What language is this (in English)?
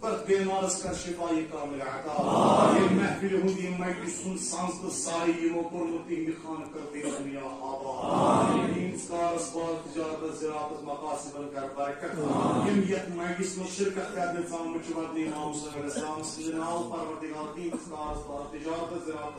Kashmiri